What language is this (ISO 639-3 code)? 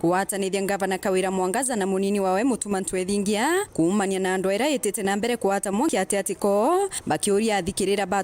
mer